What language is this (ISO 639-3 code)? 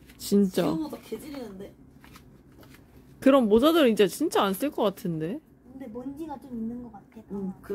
kor